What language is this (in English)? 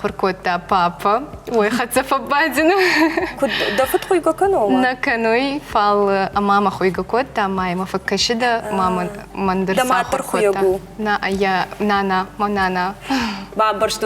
Ossetic